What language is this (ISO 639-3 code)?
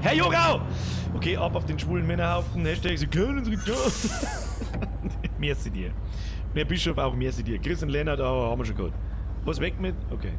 bar